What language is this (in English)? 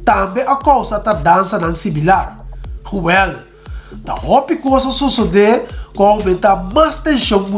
Papiamento